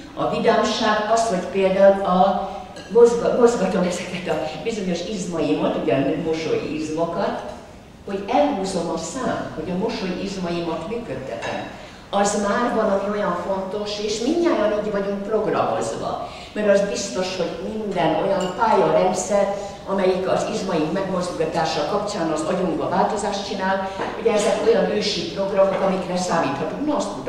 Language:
Hungarian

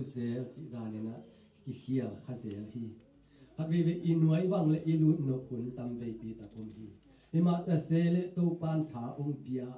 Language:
Tedim Chin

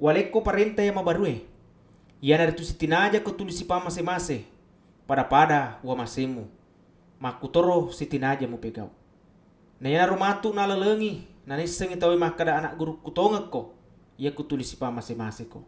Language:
Buginese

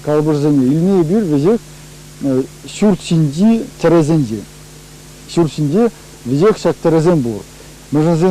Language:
Chuvash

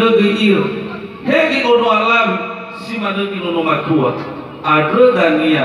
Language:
Nias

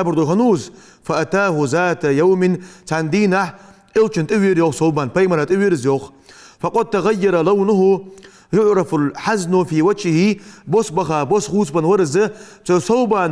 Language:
Ingush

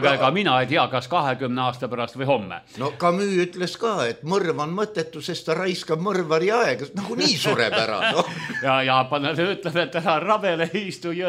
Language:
Estonian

